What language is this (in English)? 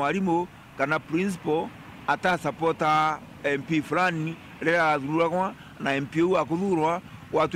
Meru